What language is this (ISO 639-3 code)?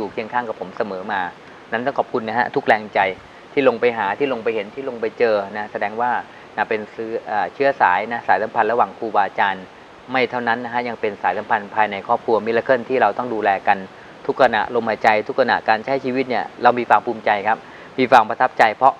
tha